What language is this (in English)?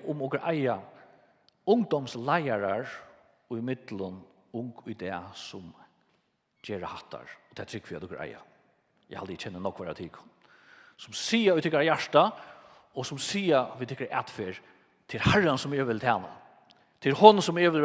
Faroese